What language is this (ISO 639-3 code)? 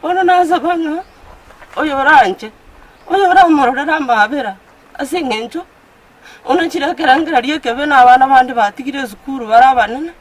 guz